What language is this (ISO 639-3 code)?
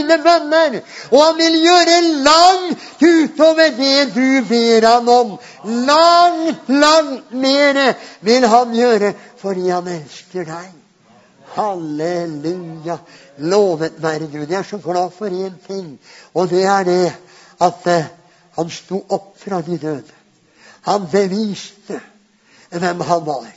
nor